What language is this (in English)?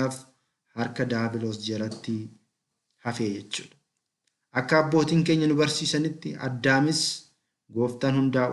Oromo